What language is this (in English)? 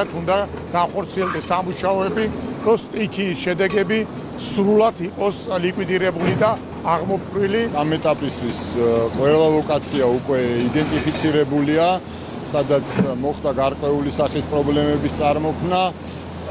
Georgian